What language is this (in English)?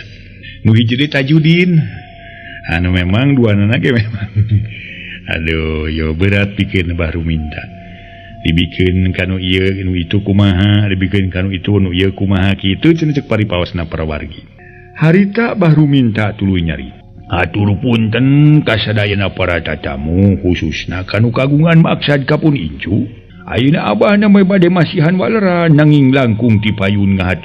Sundanese